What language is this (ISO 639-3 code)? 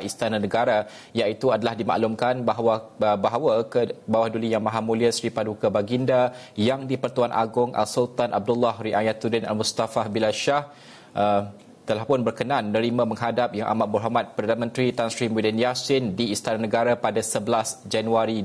msa